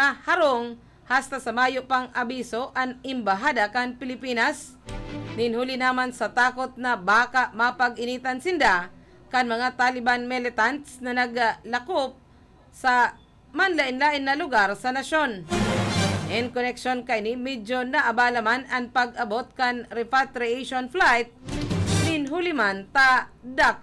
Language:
Bikol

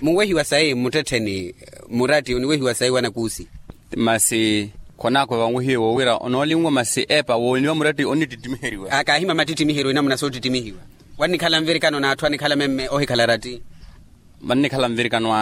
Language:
Makhuwa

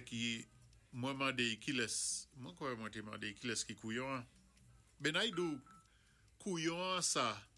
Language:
Saint Lucian Creole French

